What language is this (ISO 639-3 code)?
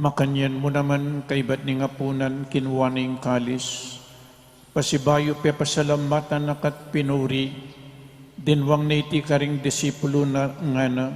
pam